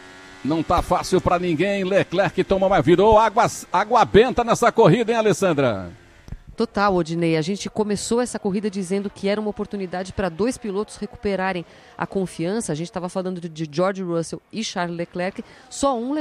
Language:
Portuguese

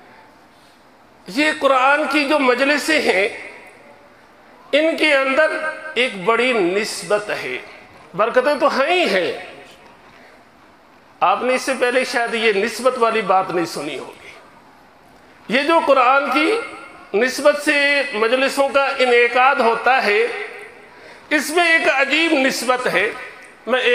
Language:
Urdu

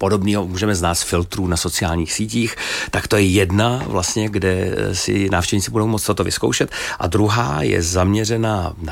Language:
Czech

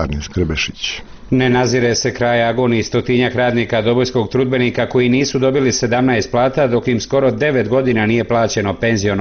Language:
Bosnian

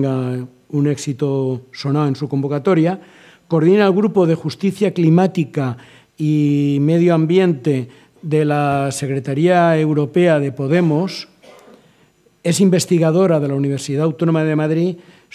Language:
Spanish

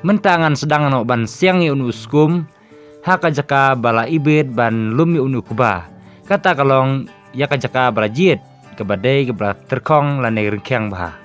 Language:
Khasi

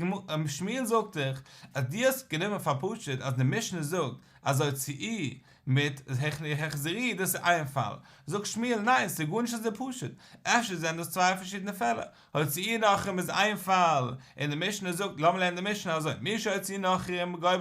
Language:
Yiddish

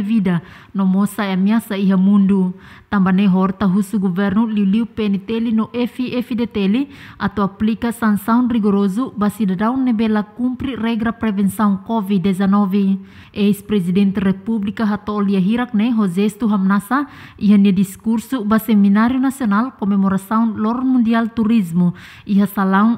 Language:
Tetum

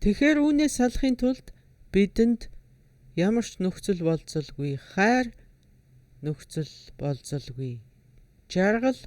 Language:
Mongolian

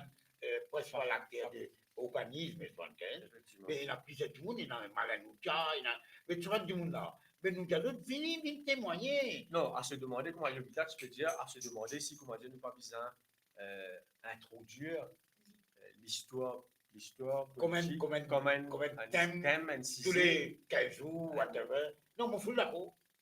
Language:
Morisyen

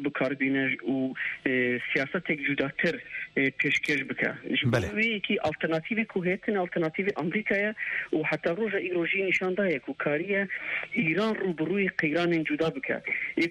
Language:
Kurdish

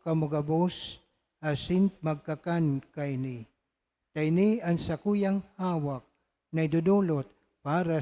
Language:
Bikol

